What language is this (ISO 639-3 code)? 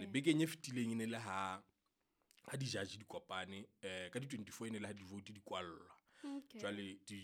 sot